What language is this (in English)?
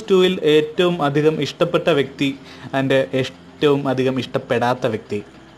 Malayalam